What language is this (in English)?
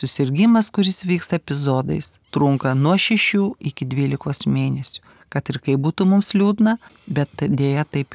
Lithuanian